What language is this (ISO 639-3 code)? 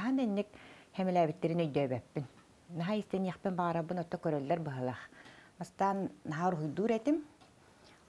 sah